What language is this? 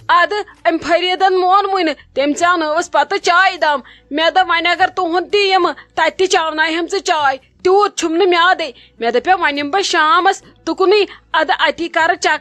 Kashmiri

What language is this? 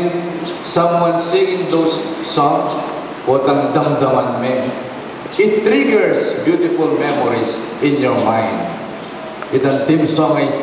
Pampanga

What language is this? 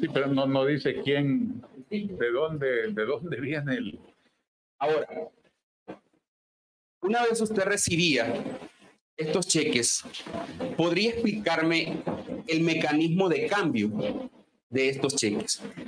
Spanish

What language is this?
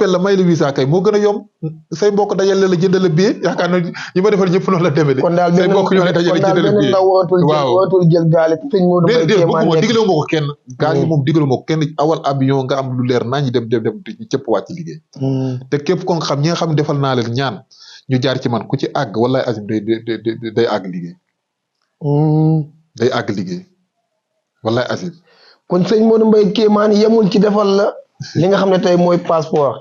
Wolof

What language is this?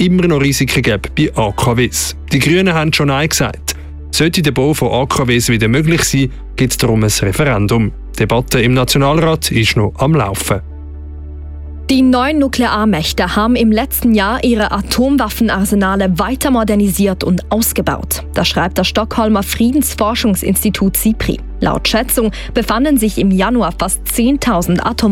German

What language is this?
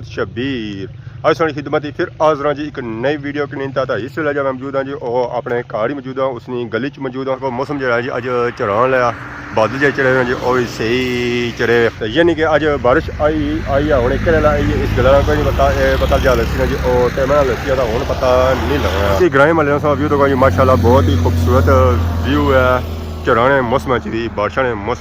Pahari-Potwari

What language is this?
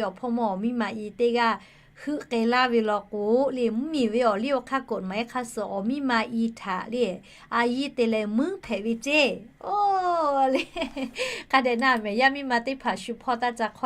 Lahu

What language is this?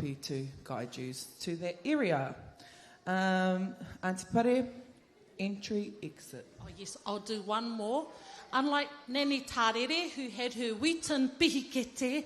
Māori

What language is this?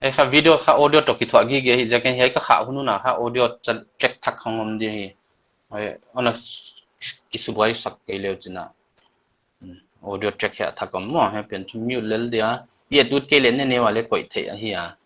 Paite Chin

